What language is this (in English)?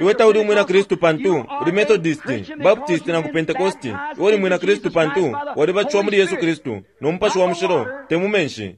Bemba